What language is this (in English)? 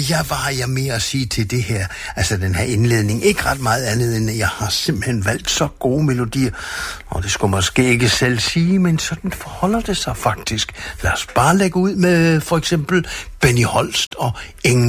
Danish